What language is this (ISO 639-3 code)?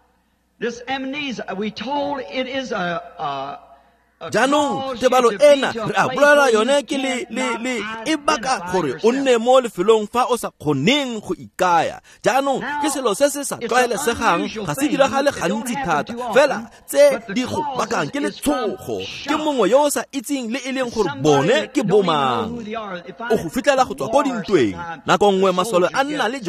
tsn